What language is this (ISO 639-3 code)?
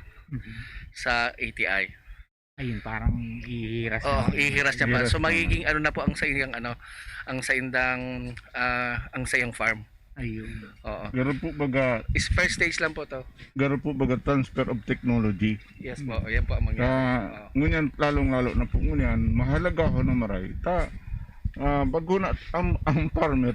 bik